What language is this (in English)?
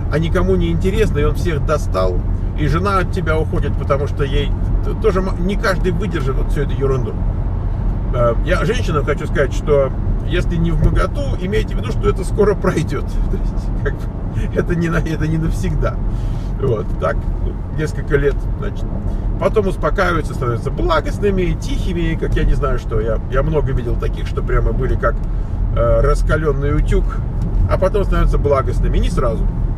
Russian